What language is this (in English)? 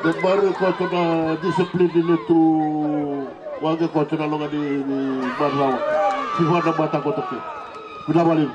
Fijian